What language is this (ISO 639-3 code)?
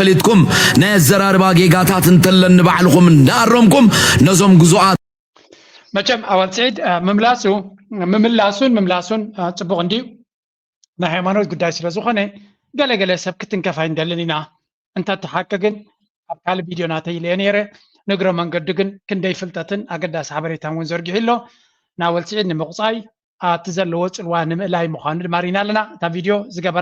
tir